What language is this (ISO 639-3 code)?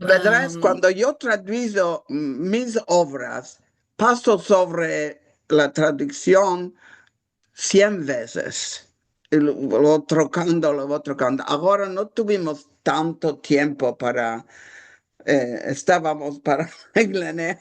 lad